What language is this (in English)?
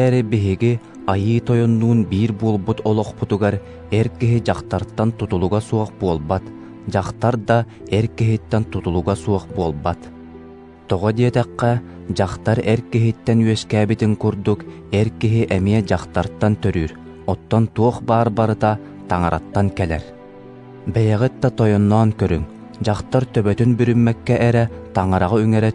Yakut